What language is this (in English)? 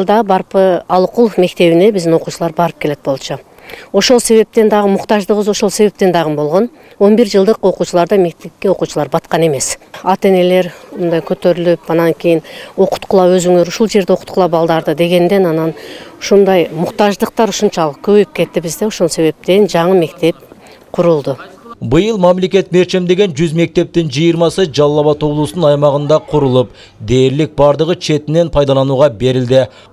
Kyrgyz